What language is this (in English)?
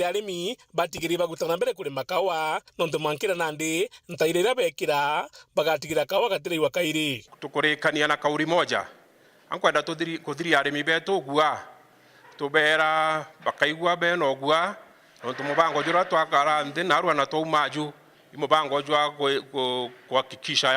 Meru